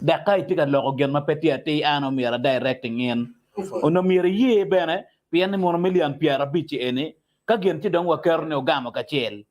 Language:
Acoli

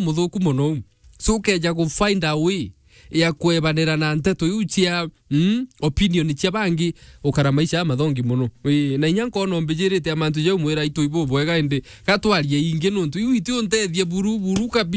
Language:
Meru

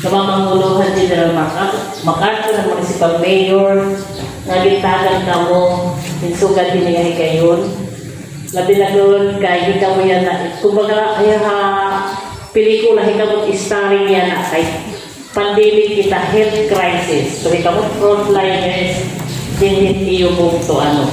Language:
Waray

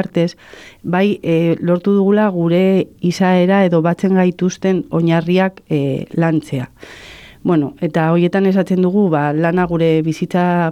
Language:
Basque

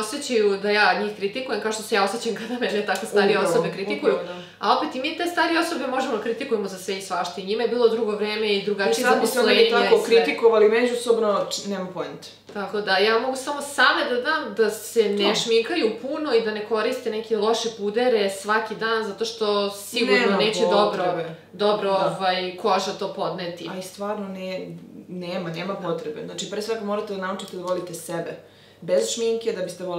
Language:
Serbian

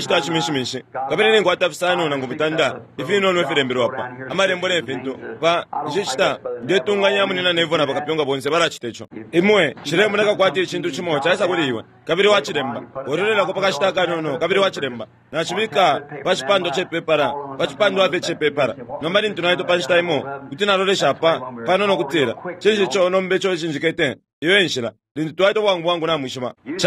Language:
Bemba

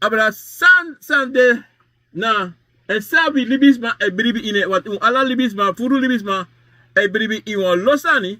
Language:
Sranan Tongo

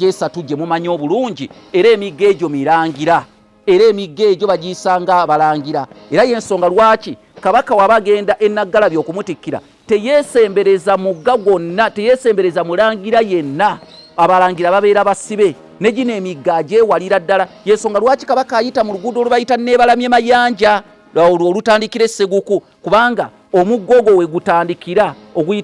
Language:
Ganda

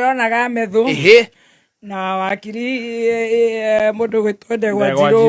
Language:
Kikuyu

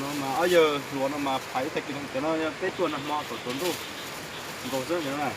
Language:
Hmong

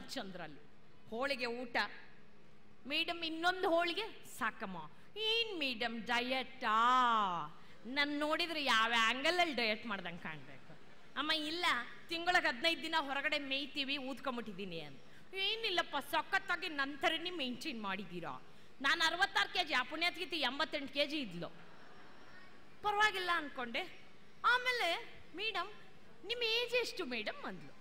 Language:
Kannada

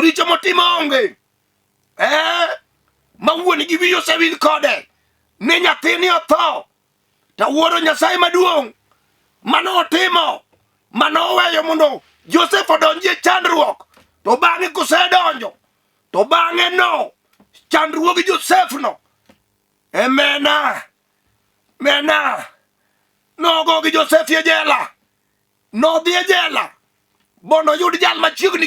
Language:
Luo (Kenya and Tanzania)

